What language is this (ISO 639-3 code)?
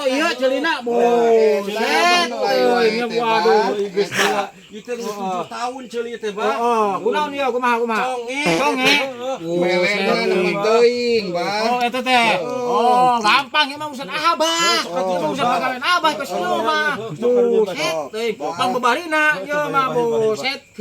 sun